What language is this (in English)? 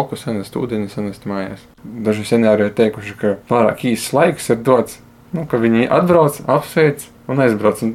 Latvian